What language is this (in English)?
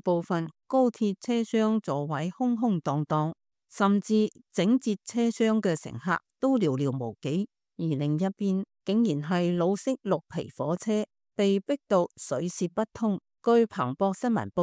Cantonese